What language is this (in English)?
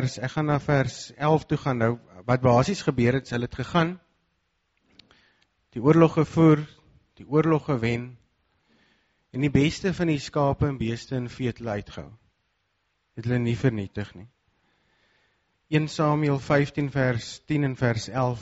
Afrikaans